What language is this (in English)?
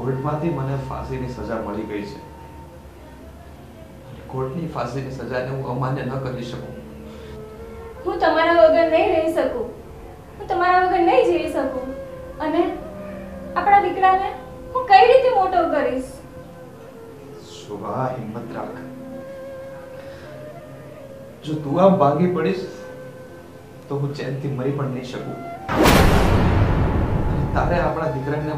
Gujarati